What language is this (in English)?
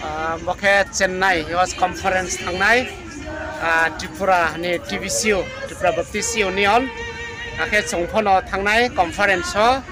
Riang (India)